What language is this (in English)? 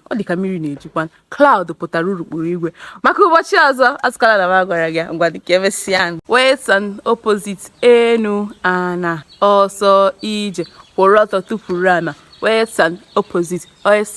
Igbo